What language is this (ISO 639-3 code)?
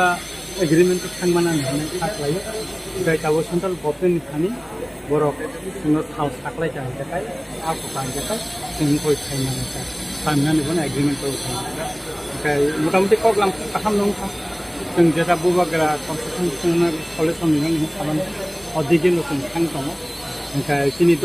trp